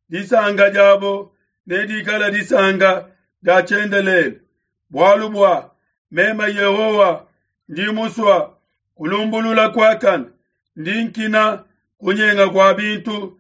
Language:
Luba-Lulua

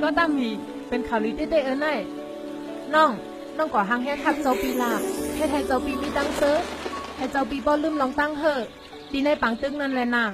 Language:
Shan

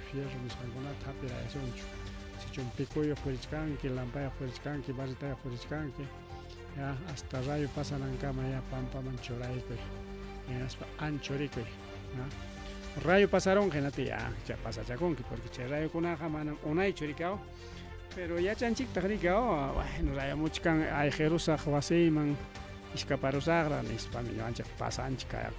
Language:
Ayacucho Quechua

